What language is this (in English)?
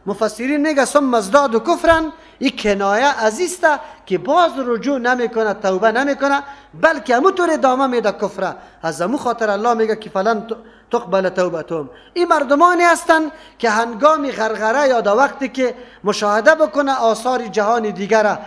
Persian